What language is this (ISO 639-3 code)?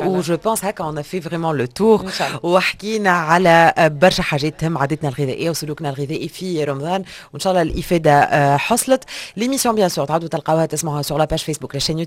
aeb